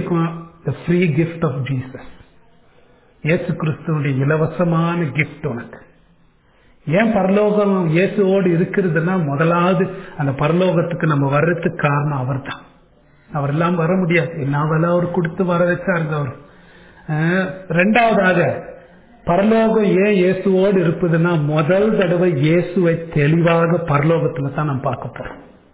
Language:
Tamil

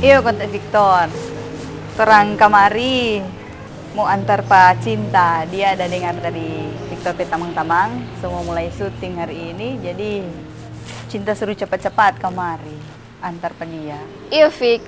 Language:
Manado Malay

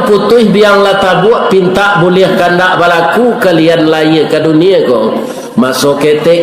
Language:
Minangkabau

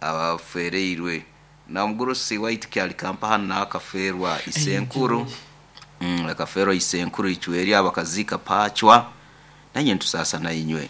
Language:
Nyoro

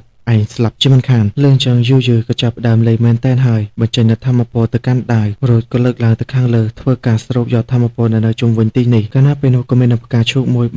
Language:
Khmer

